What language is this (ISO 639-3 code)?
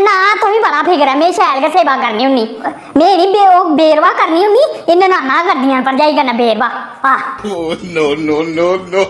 doi